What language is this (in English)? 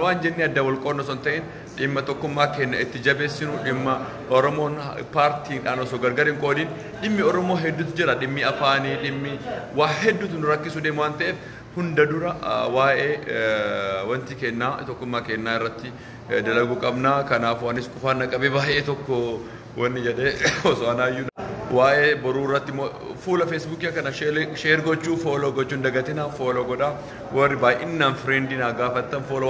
Oromo